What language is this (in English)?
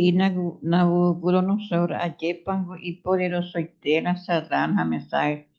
Guarani